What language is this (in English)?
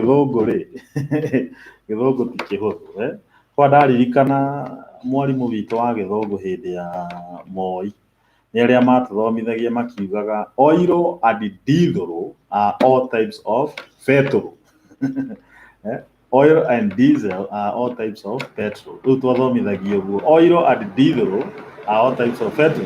Kikuyu